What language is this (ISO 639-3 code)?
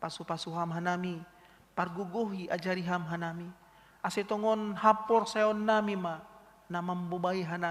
bts